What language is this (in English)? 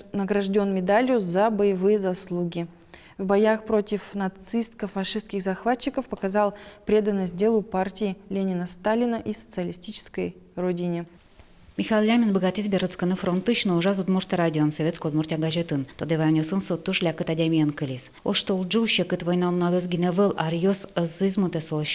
Udmurt